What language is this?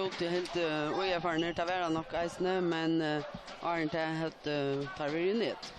Faroese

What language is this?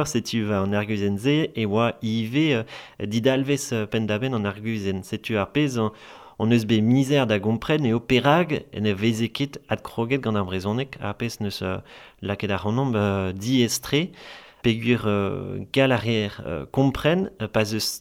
Breton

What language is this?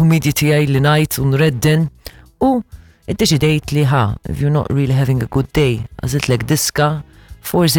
Maltese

